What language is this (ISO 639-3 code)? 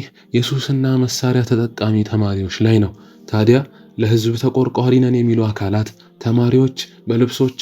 amh